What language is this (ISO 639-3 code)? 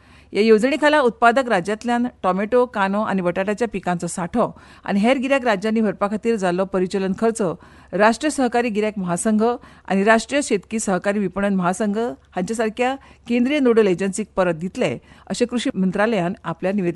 kok